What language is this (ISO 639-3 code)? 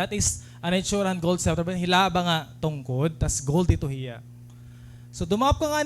war